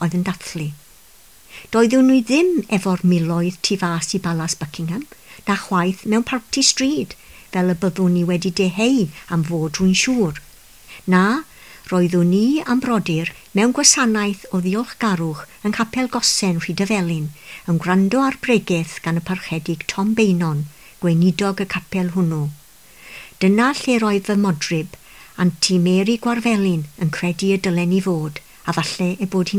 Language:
Welsh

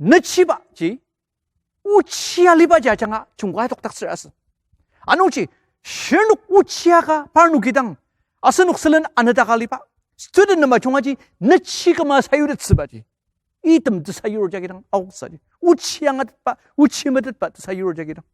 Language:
Ao Naga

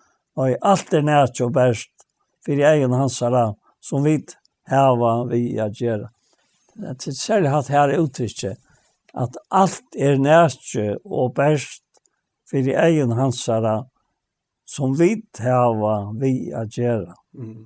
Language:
Faroese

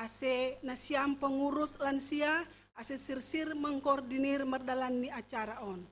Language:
Batak Simalungun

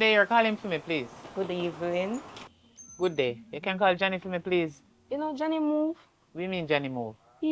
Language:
Jamaican Creole English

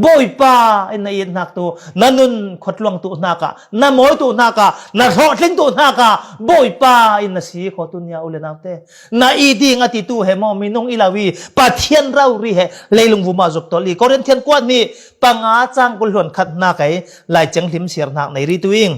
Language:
Falam Chin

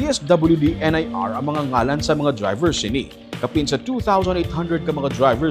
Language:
Hiligaynon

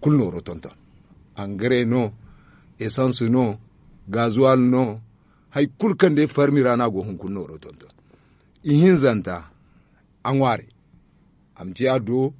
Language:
Zarma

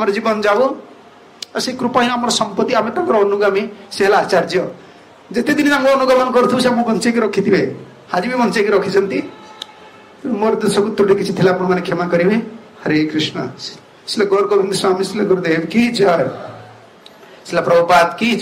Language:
Odia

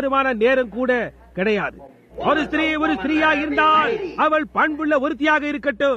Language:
Tamil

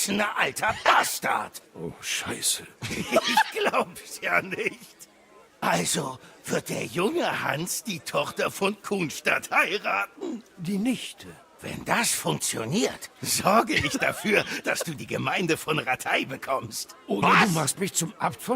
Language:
Bavarian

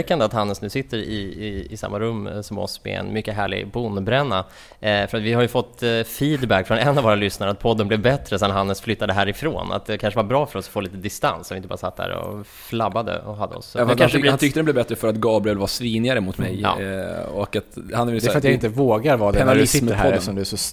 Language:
Swedish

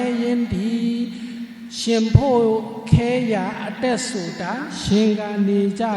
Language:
Shan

